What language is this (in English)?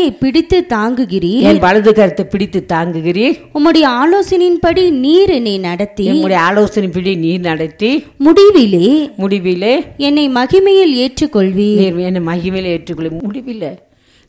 Tamil